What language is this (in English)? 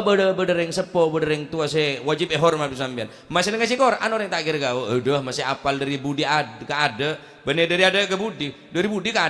Madurese